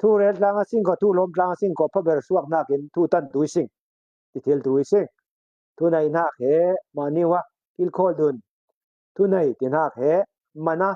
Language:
Falam Chin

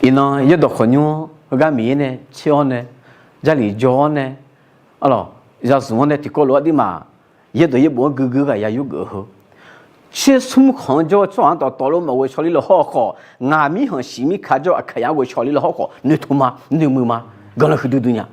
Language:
Akha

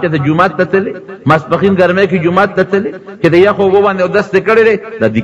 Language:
Pashto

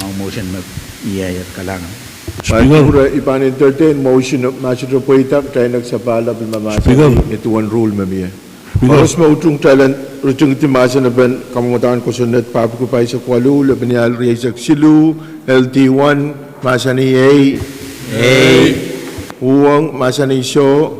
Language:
Pohnpeian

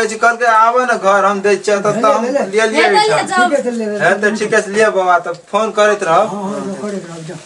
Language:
Maithili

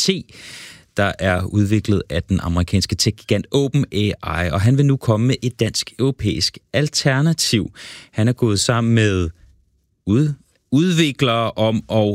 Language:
Danish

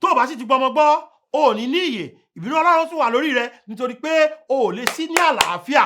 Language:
Yoruba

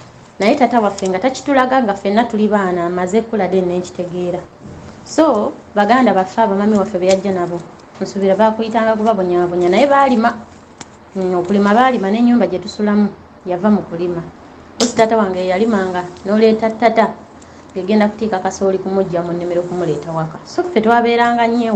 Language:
Ganda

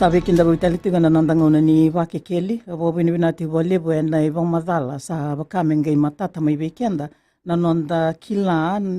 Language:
Fijian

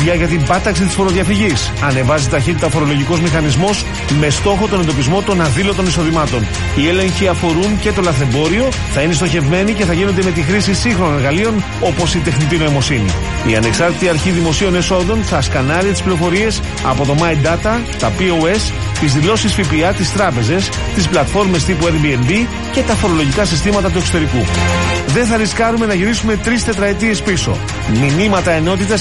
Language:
Greek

